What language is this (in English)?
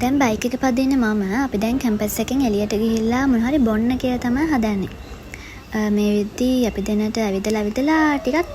Sinhala